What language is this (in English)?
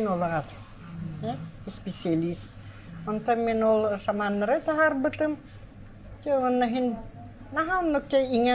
Yakut